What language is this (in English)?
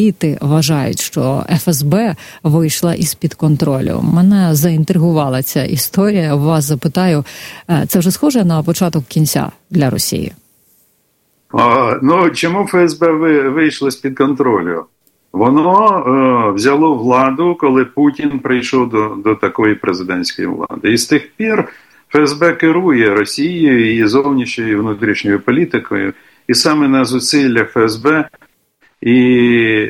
Ukrainian